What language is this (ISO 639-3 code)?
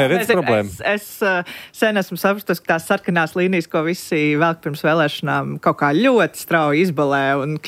lav